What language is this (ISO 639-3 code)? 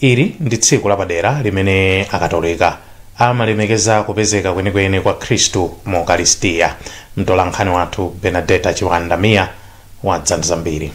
nya